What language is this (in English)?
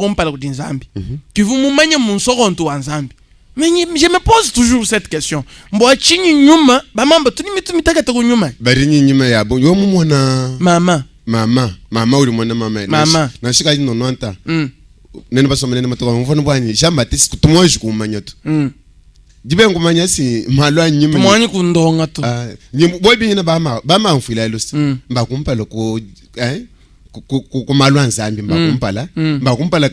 Luba-Lulua